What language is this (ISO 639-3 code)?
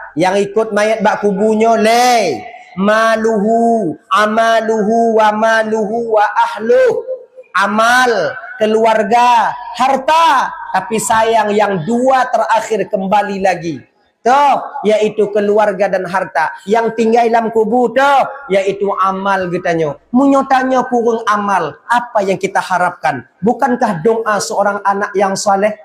ace